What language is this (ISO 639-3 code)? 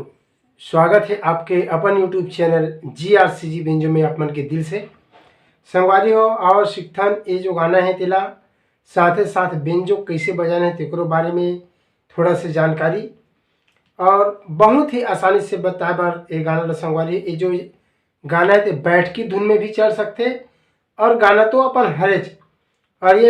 hne